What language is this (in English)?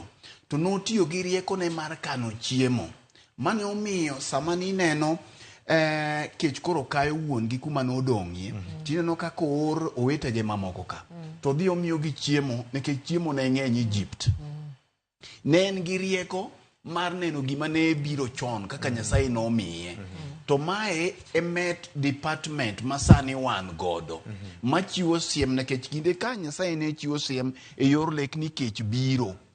Luo (Kenya and Tanzania)